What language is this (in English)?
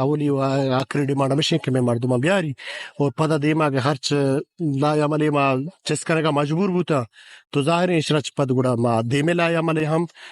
Eastern Balochi